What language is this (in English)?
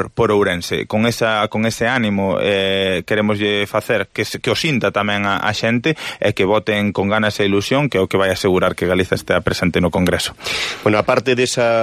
Galician